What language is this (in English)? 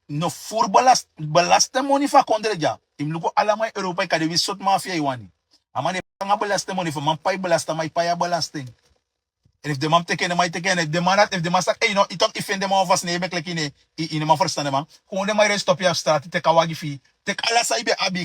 Sranan Tongo